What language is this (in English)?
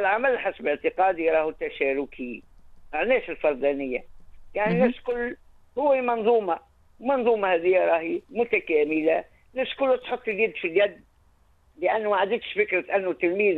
Tunisian Arabic